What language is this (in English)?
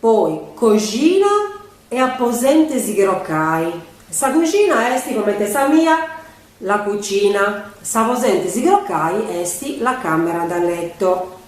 Sardinian